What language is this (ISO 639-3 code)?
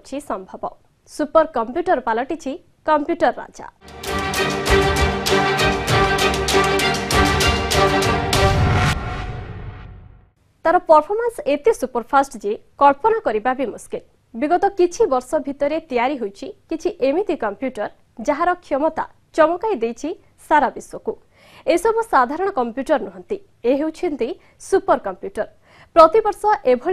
ori